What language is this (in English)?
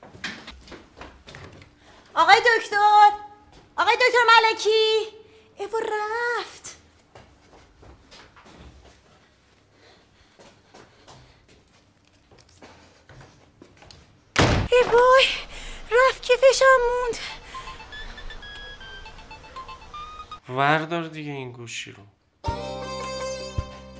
Persian